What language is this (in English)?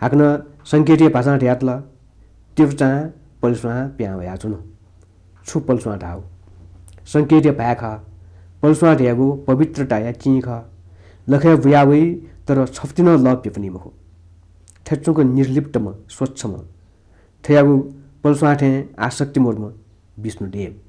Newari